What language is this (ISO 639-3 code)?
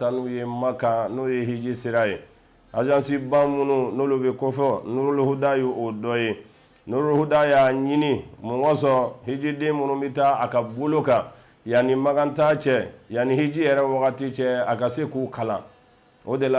bam